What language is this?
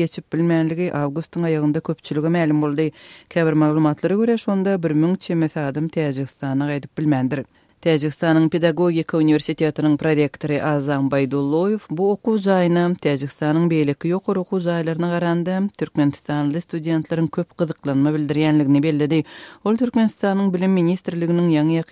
Turkmen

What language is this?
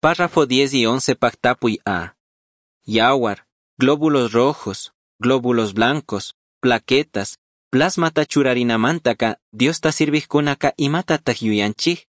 Chimborazo Highland Quichua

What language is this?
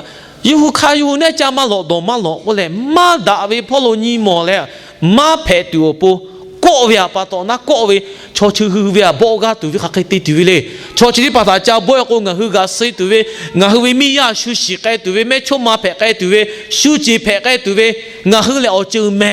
Lahu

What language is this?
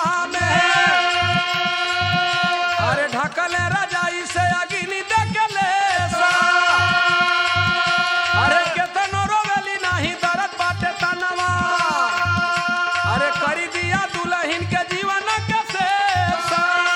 Bhojpuri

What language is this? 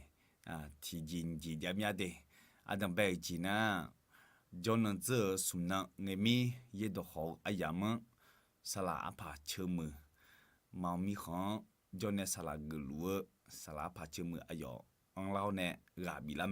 Akha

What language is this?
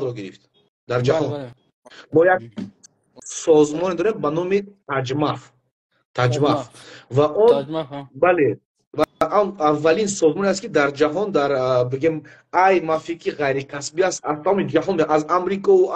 Persian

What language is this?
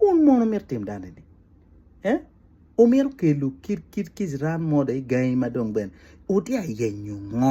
Acoli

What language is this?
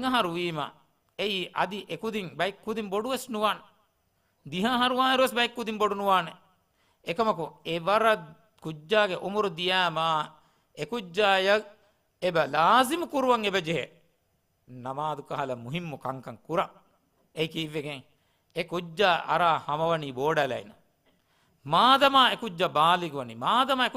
Divehi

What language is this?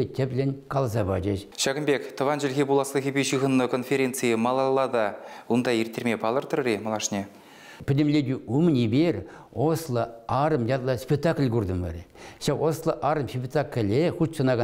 Chuvash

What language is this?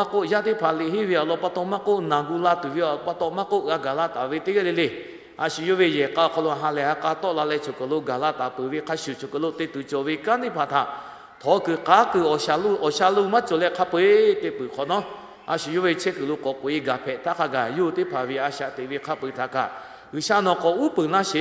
Lahu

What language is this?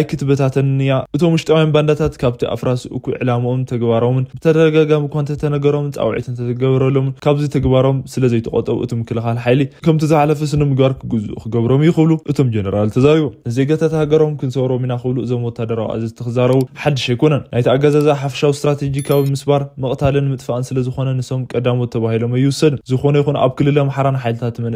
Tigrinya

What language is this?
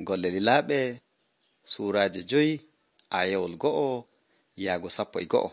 Nigerian Fulfulde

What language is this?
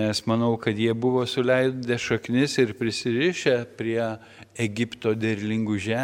Lithuanian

